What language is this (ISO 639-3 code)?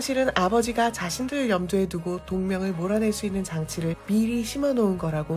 kor